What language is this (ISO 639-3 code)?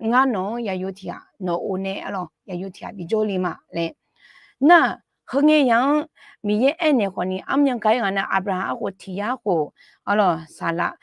ahk